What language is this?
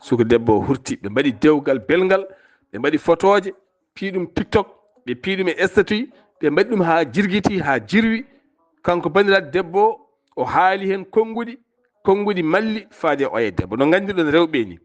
Fula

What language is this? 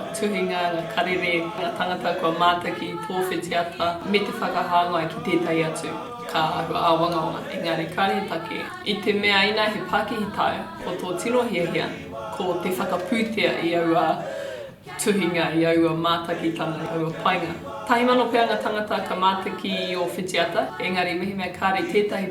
Māori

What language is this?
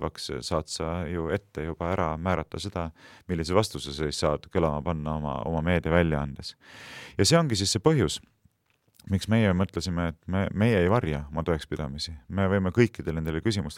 Estonian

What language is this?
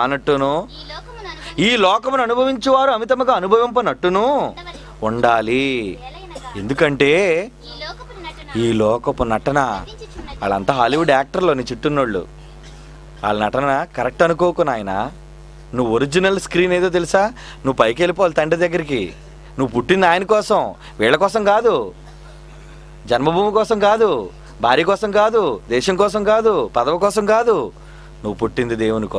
Telugu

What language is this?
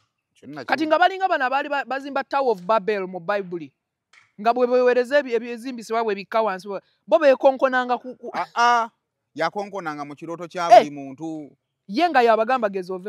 Ganda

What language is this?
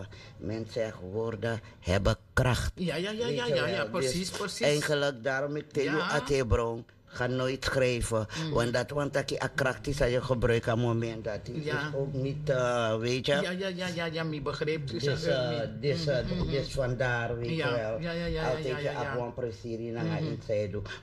Dutch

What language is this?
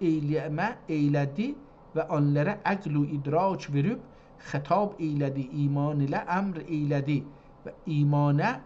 South Azerbaijani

